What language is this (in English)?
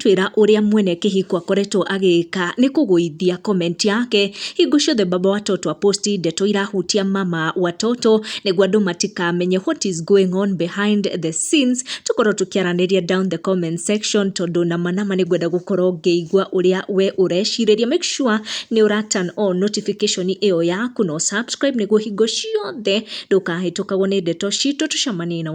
Kikuyu